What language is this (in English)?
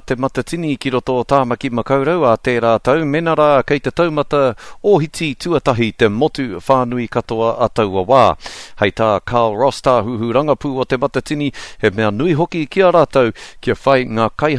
Māori